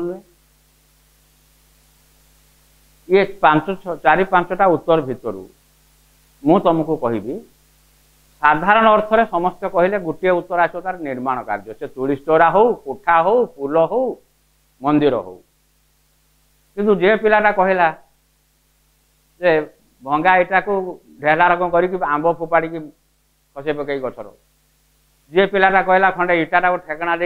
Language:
Odia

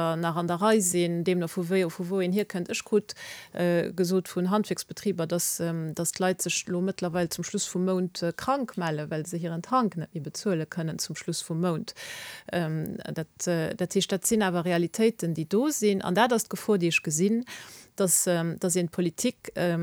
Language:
Luxembourgish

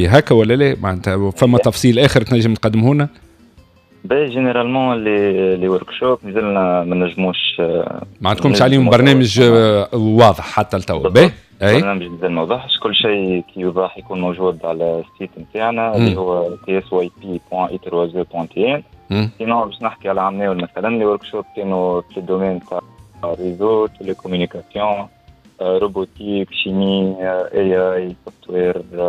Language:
Tunisian Arabic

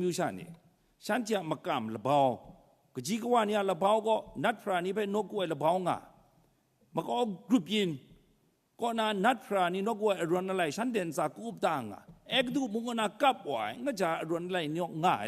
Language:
Kachin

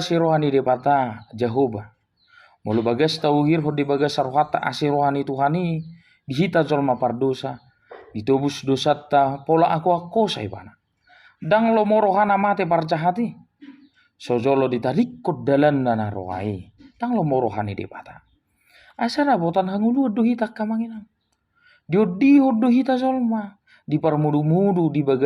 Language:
Batak Toba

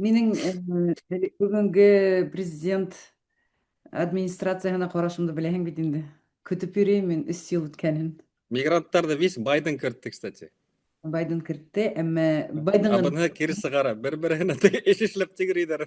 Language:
Bashkir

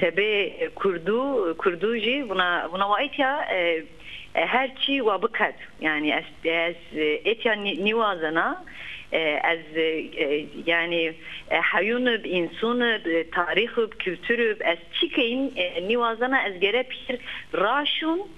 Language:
Zaza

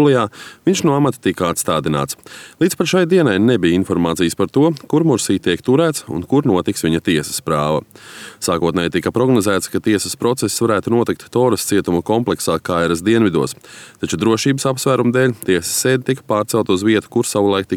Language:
Latvian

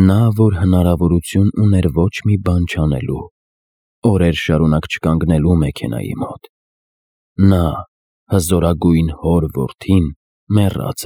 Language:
Armenian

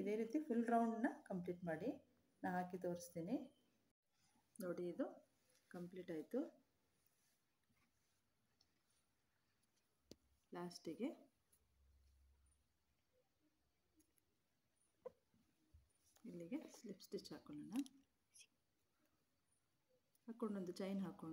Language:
Kannada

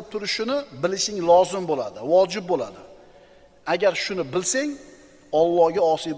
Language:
Uzbek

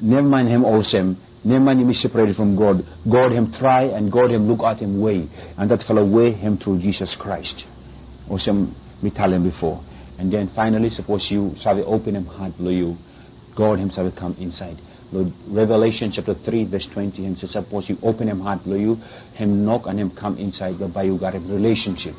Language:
Bislama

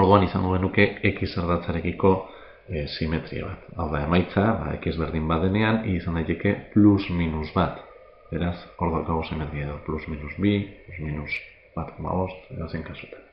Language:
Basque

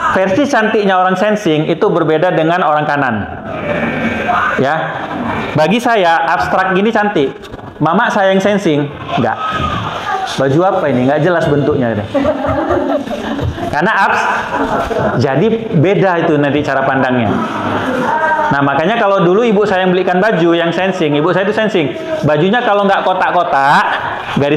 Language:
Indonesian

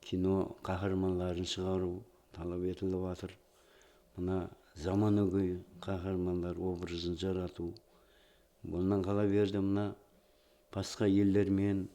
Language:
Kara-Kalpak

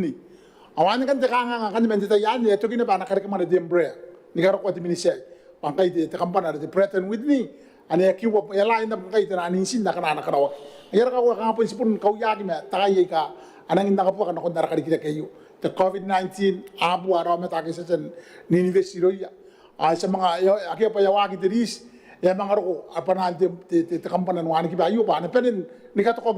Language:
Gilbertese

